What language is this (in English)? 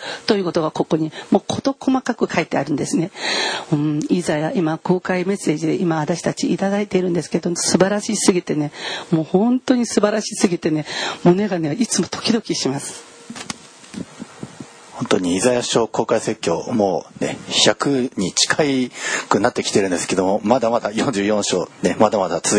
Japanese